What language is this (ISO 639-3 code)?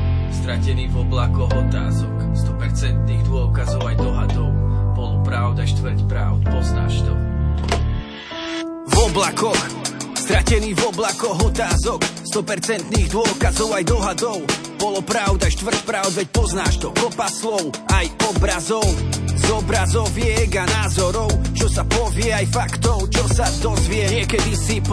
slk